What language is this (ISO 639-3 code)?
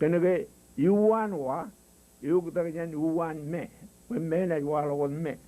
mah